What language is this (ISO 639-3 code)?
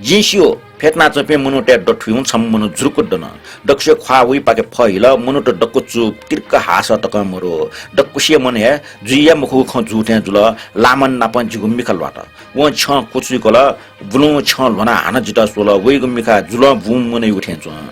new